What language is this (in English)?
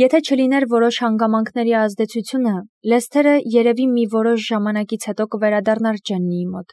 Armenian